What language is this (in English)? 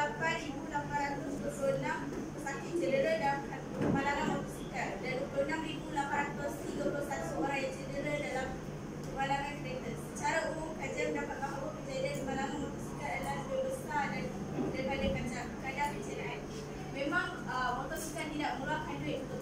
Malay